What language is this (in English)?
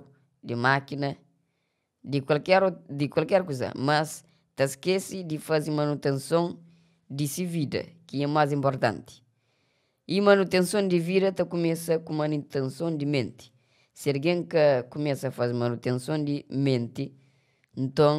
Kabuverdianu